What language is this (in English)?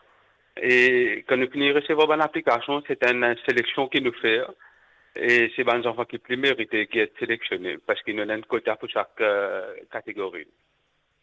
Morisyen